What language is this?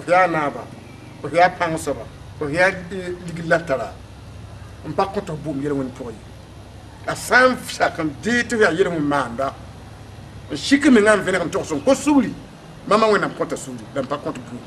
Mossi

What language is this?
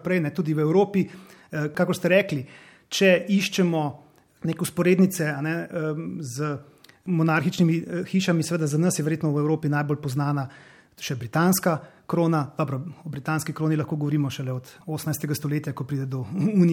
Slovenian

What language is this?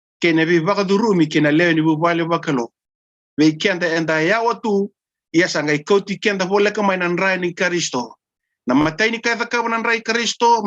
Fijian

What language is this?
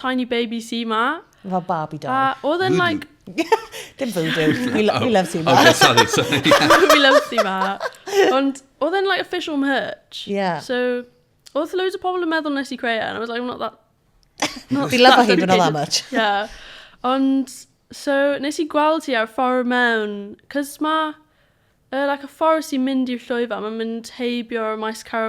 Welsh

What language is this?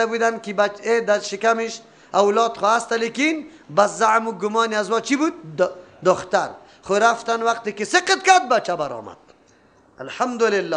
Persian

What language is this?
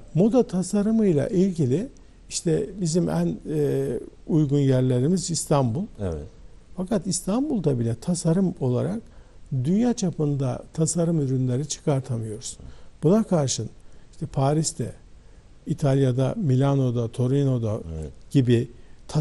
Turkish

